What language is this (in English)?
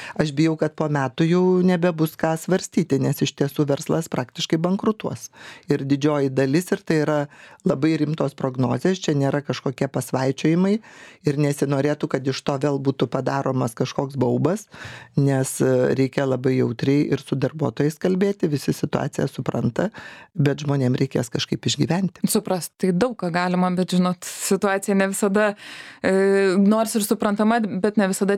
Lithuanian